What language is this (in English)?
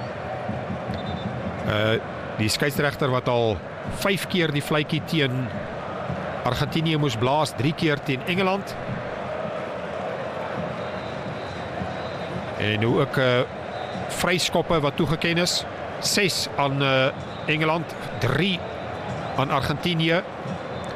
Afrikaans